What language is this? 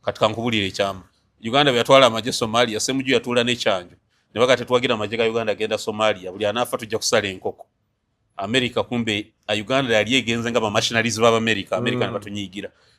Ganda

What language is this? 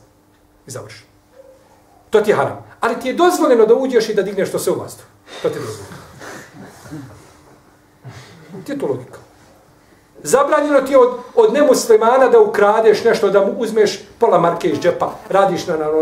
Bosnian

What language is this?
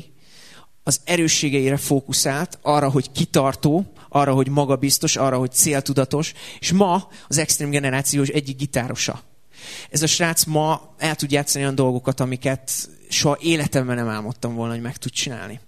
Hungarian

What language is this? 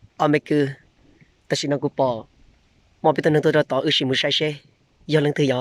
Hmong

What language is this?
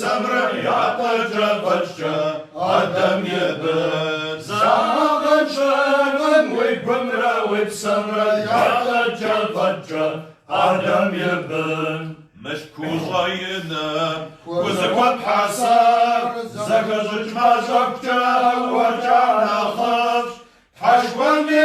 Kabardian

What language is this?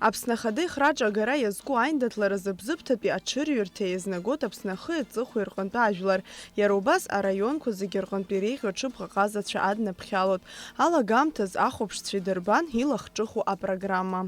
Abkhazian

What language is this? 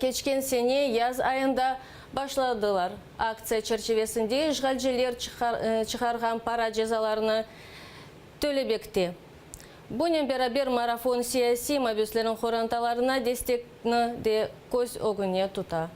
Crimean Tatar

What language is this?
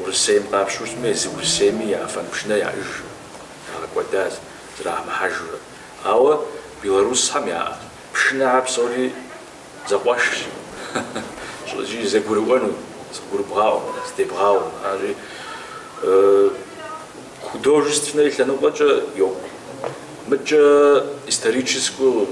Kabardian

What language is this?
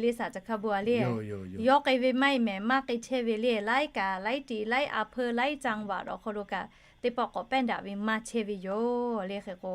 Lahu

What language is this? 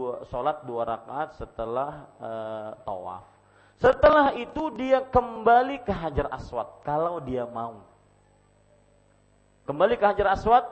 Indonesian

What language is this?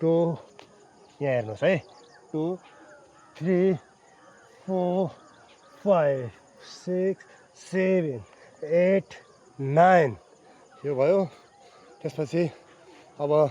Nepali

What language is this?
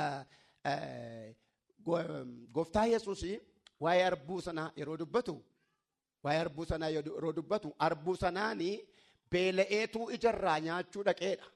Oromo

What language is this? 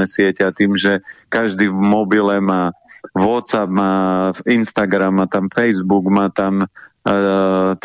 Slovak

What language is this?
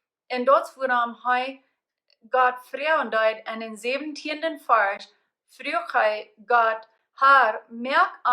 Plautdietsch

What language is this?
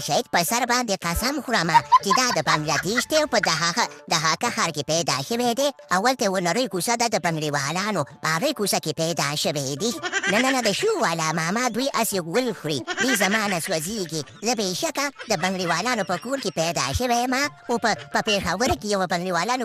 Pashto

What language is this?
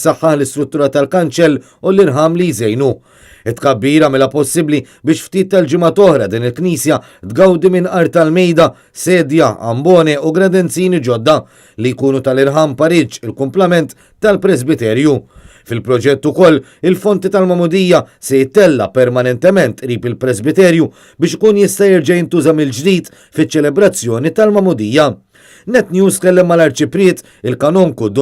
Maltese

